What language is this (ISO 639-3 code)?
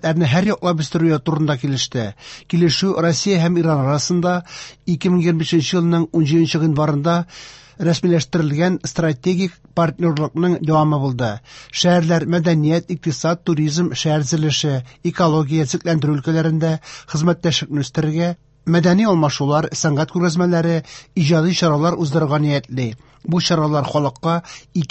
tat